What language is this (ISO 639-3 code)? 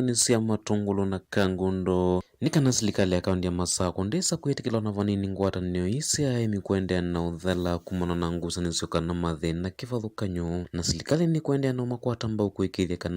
kam